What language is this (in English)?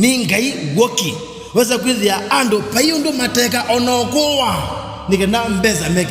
Kamba